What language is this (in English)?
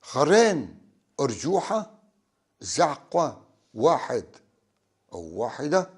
North Levantine Arabic